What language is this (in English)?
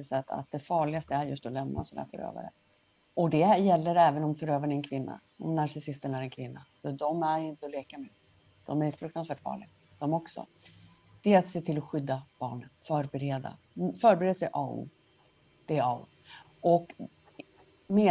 Swedish